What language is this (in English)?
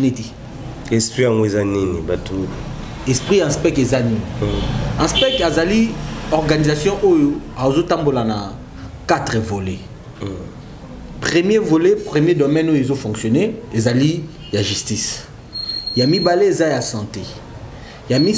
Lingala